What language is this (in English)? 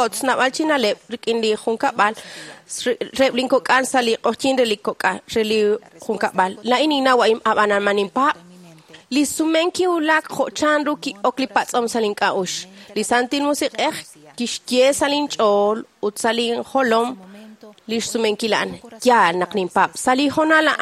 Kekchí